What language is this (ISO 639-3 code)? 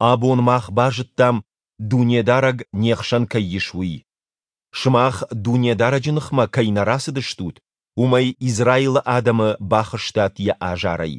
oss